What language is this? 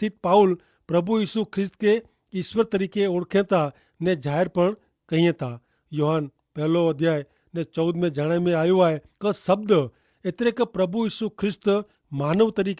Kachhi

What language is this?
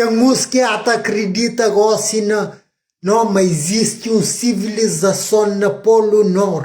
Kabuverdianu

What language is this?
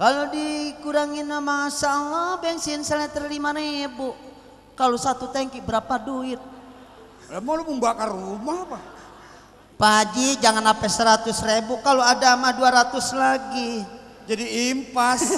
Betawi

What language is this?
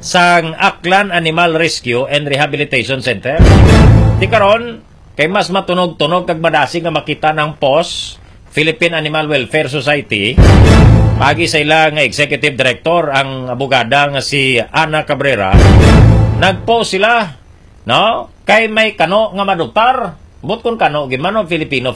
Hiligaynon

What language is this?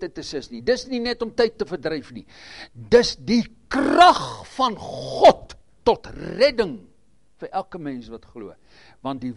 Afrikaans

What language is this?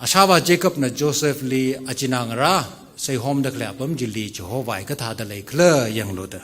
Tangkhul Naga (India)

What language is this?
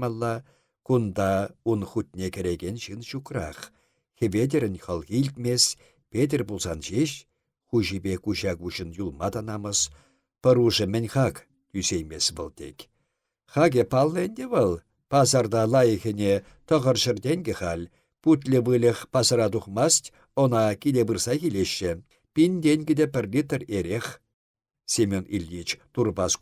Chuvash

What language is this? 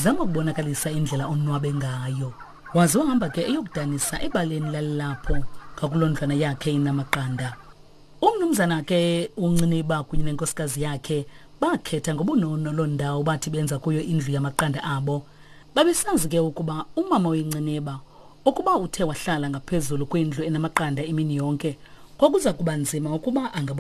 Xhosa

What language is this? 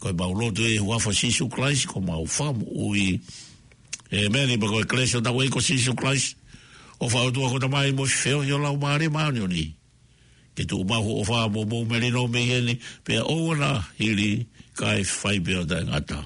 Tongan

